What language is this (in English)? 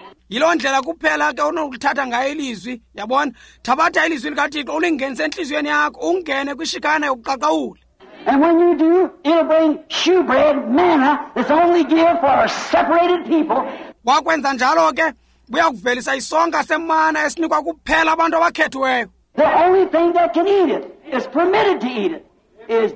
Xhosa